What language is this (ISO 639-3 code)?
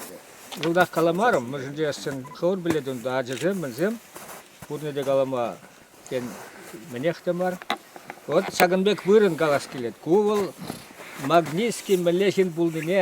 chv